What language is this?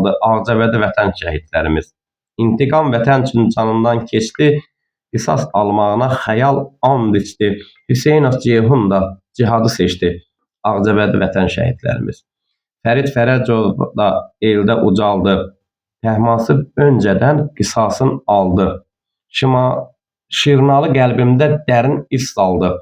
Azerbaijani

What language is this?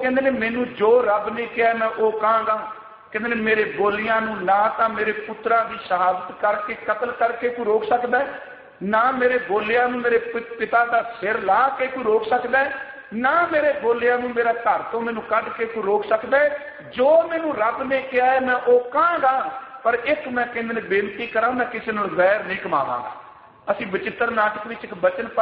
Punjabi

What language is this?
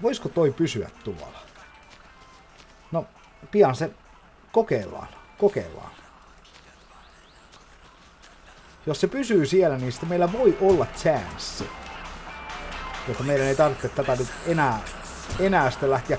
Finnish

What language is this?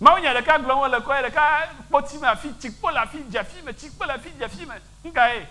Ewe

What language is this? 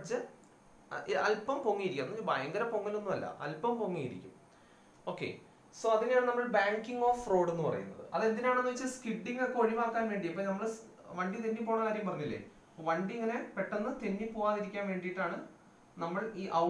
Malayalam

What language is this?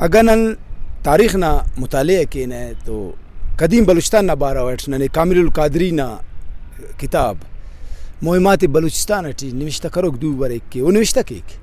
Brahui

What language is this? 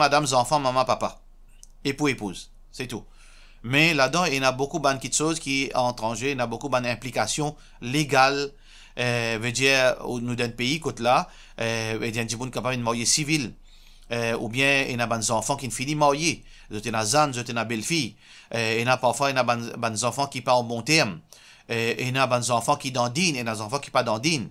Morisyen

